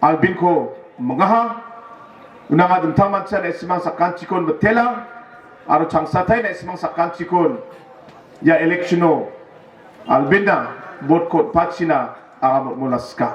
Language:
Garo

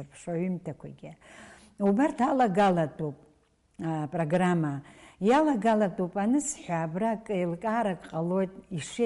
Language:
Abkhazian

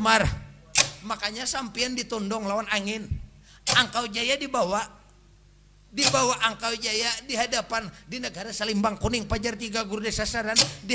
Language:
Banjar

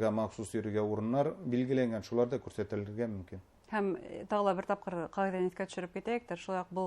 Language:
Bashkir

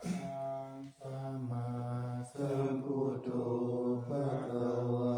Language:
Pali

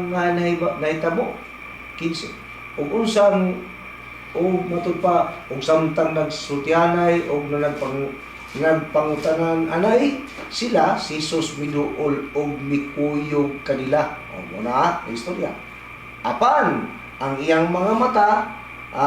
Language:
Cebuano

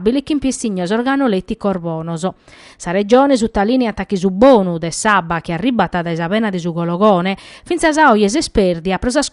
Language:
Sardinian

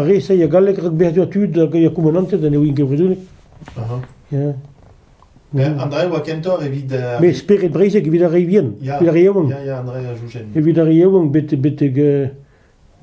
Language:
Breton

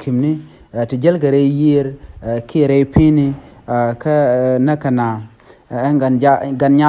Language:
Nuer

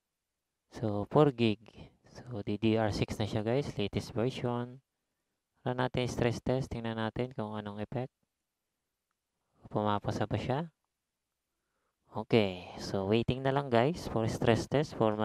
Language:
Filipino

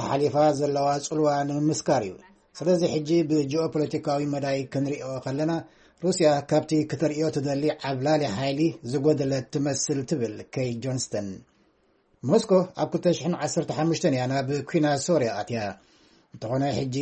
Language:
Tigrinya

